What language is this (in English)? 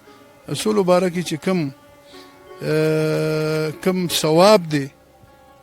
Pashto